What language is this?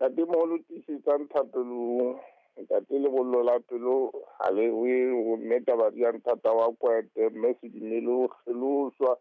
Southern Sotho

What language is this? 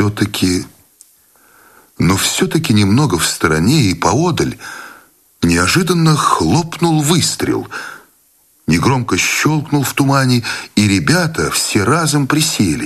Russian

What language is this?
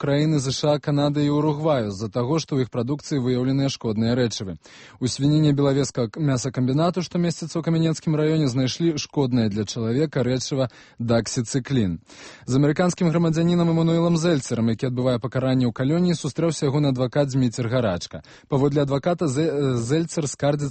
Belarusian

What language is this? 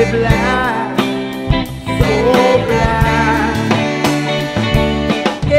English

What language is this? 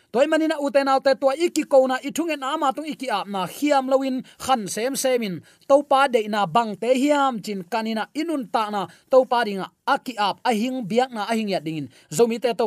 Tedim Chin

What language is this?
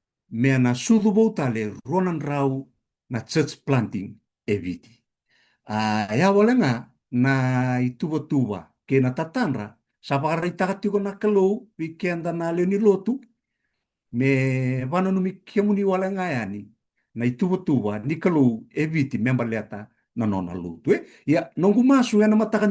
Fijian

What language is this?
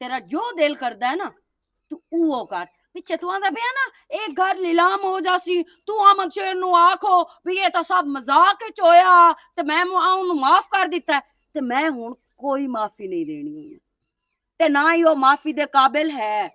Western Panjabi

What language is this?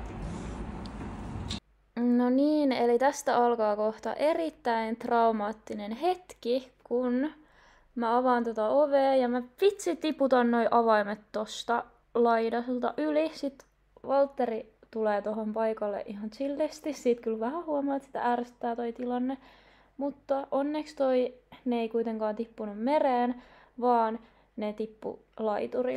Finnish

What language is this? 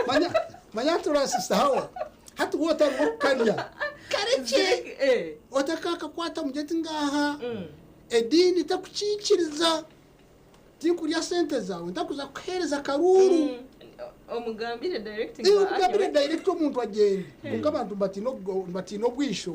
Nyankole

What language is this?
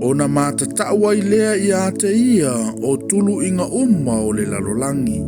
Samoan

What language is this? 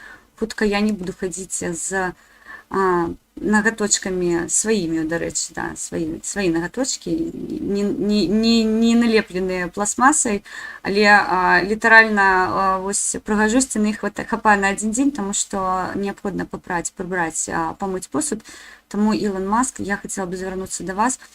Belarusian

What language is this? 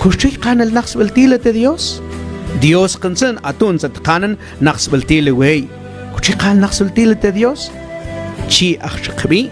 Mam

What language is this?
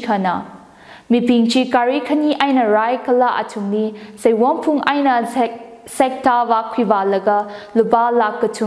Tangkhul Naga (India)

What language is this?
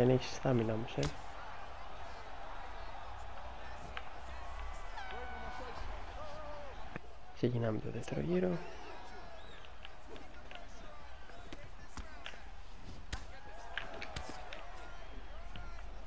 Greek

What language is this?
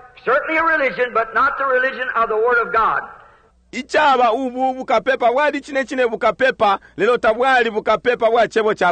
Bemba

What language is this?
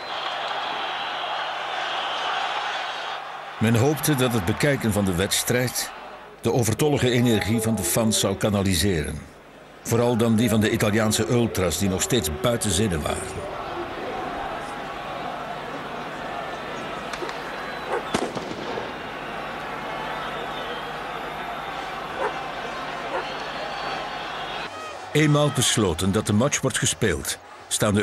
Dutch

